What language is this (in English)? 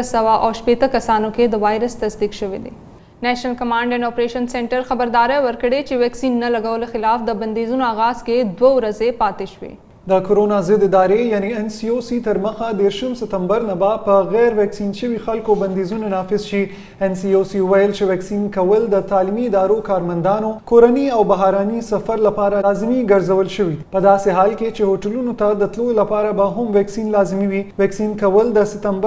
Pashto